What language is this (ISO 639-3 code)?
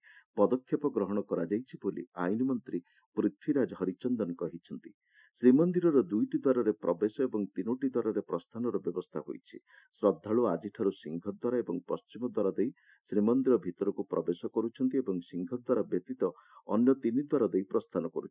ori